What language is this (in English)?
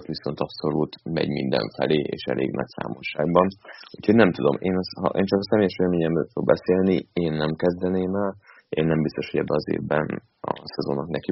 Hungarian